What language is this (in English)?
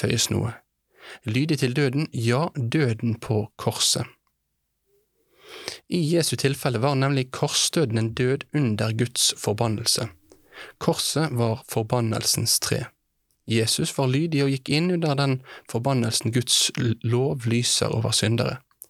Norwegian